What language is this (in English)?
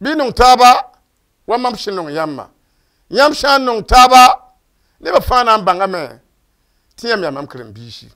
Mossi